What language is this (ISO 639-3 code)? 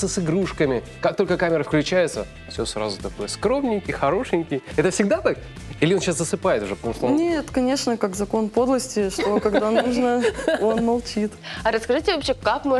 rus